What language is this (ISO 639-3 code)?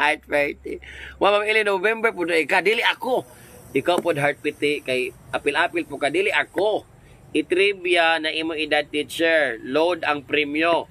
ceb